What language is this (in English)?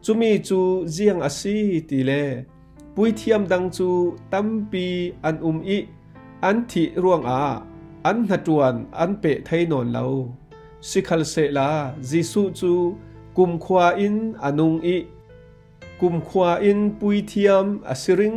Falam Chin